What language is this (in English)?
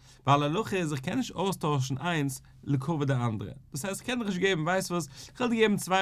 Yiddish